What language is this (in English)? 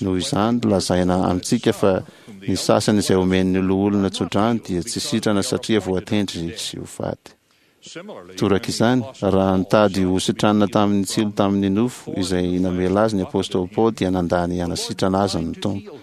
Malagasy